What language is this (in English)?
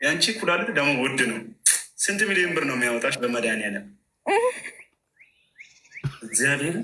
Amharic